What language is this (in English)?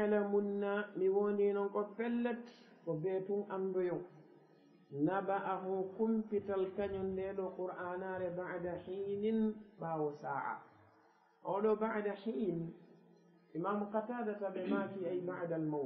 Fula